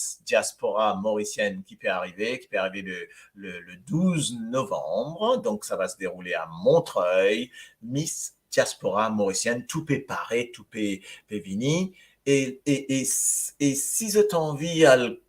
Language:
Morisyen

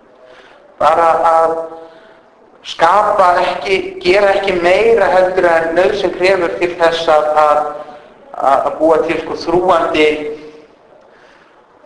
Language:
Icelandic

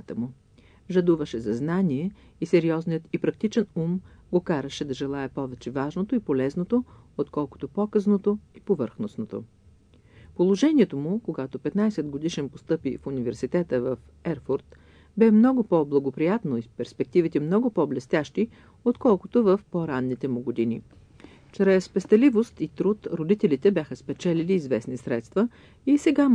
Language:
Bulgarian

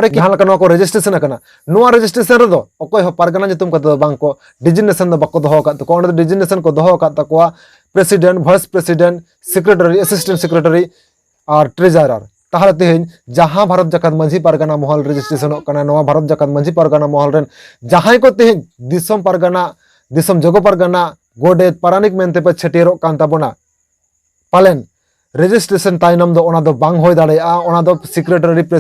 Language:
Santali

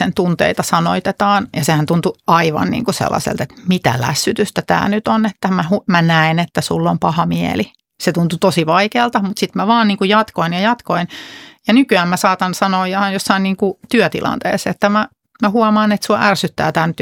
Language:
Finnish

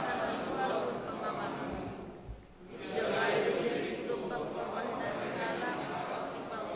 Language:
Batak Simalungun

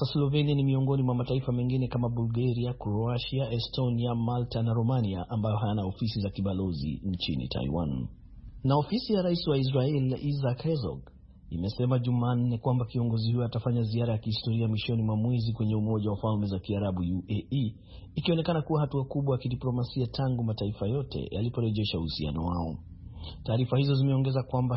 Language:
Swahili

